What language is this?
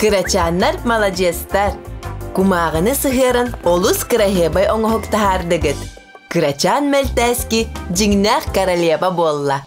Yakut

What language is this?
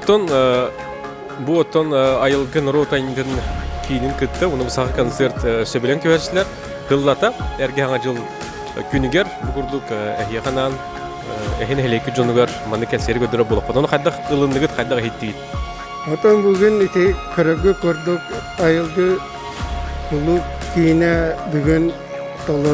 Yakut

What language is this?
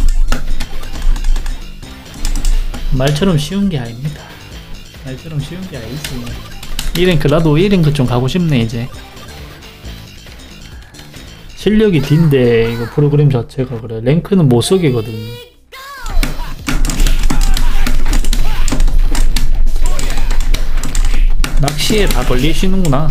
Korean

